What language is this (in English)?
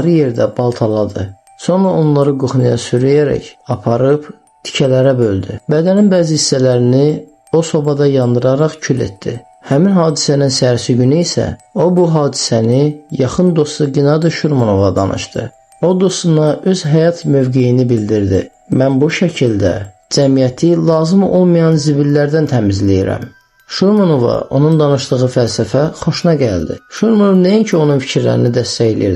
Azerbaijani